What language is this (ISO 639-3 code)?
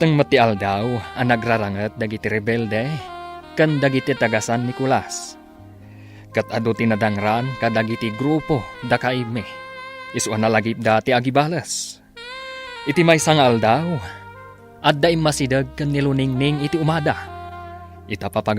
ilo